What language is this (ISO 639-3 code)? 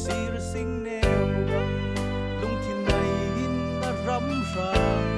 cfm